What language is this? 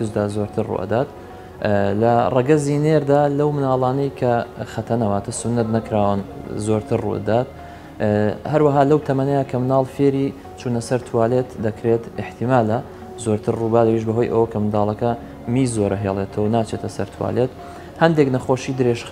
Central Kurdish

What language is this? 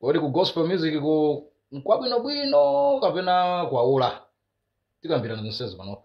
Nyanja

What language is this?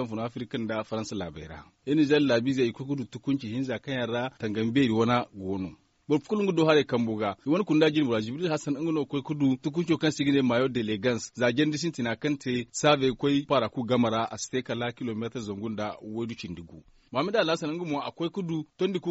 Zarma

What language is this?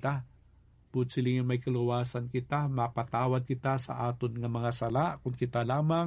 Hiligaynon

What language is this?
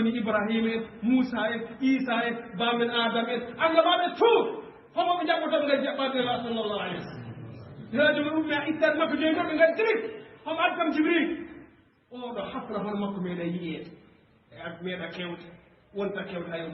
Fula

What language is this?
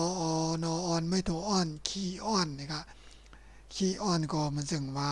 Shan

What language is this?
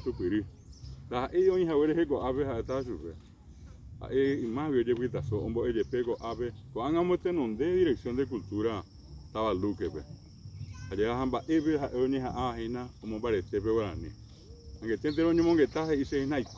Guarani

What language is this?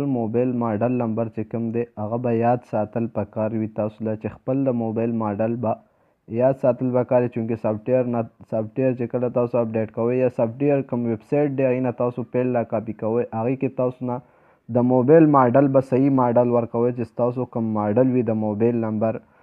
Pashto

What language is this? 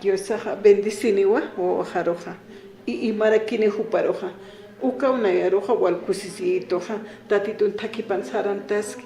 Aymara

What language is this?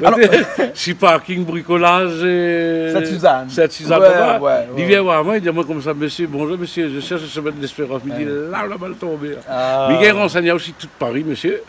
Réunion Creole French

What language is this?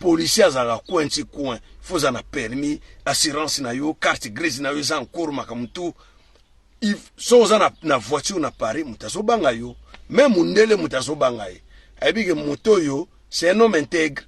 Lingala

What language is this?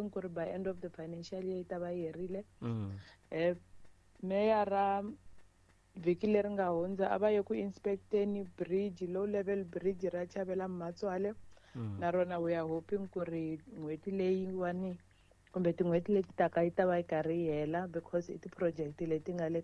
Tsonga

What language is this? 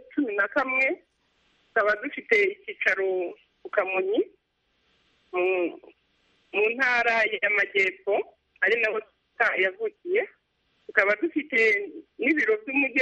Kinyarwanda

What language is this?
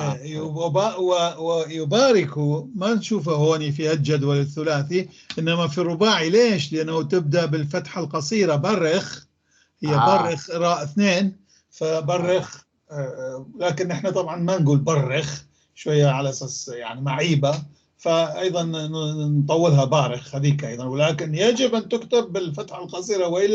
North Levantine Arabic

